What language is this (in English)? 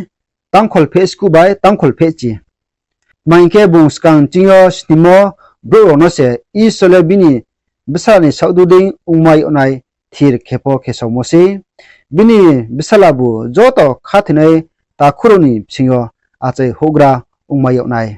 Riang (India)